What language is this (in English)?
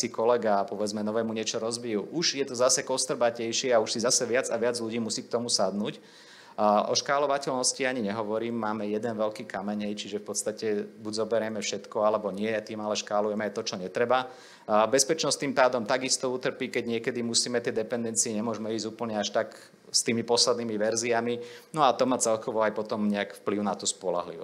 Slovak